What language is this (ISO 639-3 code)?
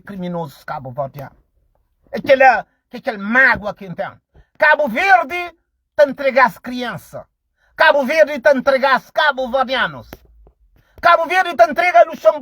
kea